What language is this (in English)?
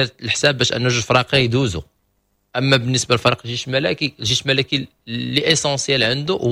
Moroccan Arabic